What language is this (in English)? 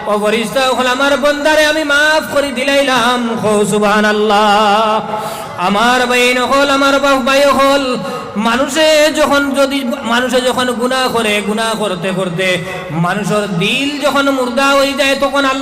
Sylheti